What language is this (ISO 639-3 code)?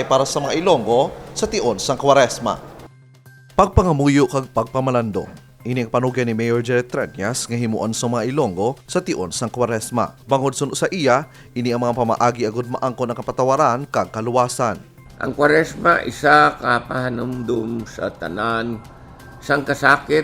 hil